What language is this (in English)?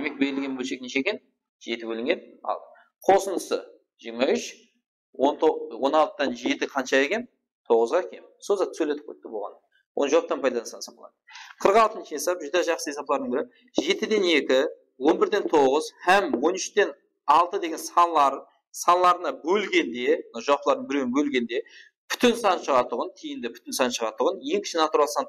Kara-Kalpak